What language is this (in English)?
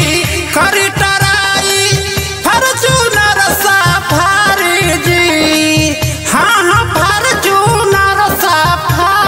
Bhojpuri